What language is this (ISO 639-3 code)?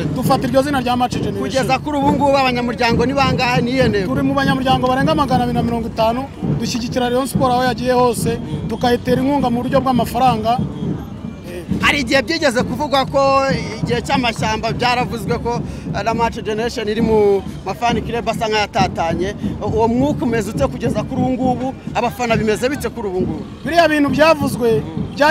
kin